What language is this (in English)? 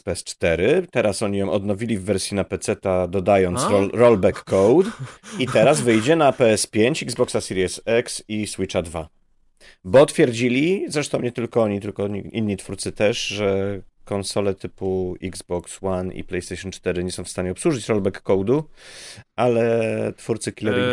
Polish